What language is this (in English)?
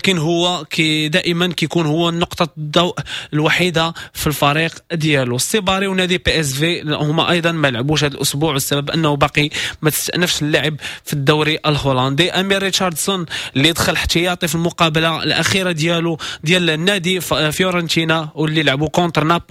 Moroccan Arabic